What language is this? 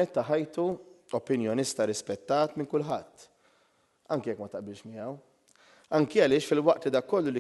Maltese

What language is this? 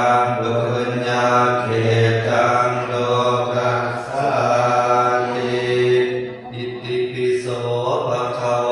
Pali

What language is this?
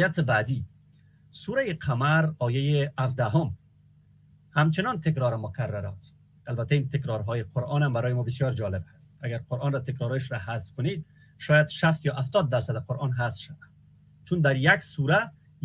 Persian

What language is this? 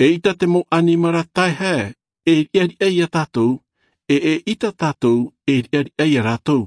Tahitian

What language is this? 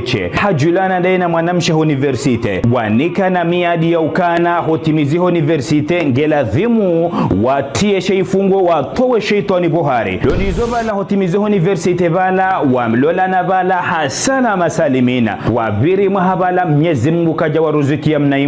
Ngazidja Comorian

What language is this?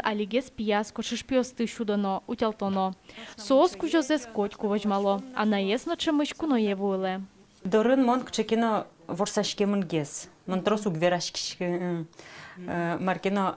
Udmurt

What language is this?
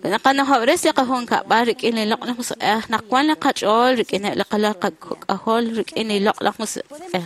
Kekchí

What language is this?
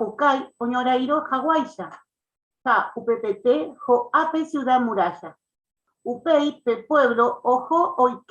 Guarani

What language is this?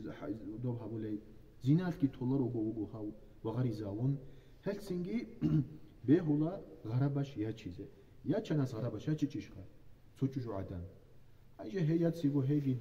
Avaric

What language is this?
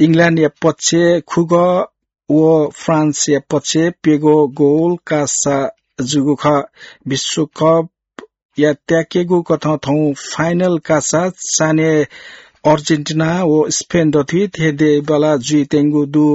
Newari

